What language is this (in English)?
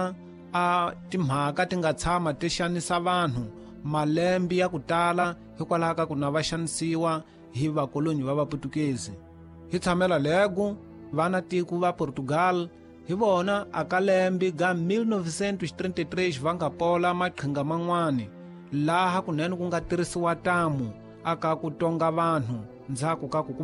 Tsonga